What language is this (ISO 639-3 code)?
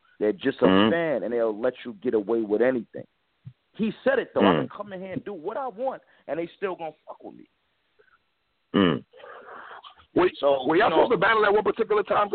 eng